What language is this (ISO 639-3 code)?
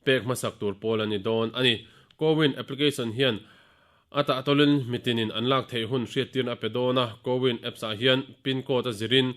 lus